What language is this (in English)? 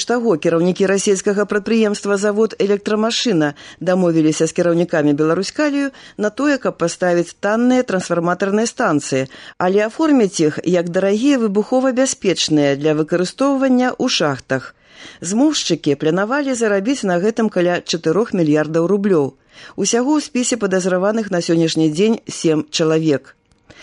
Belarusian